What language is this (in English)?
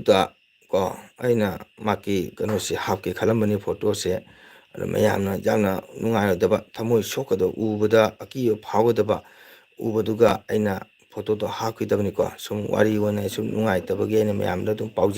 Manipuri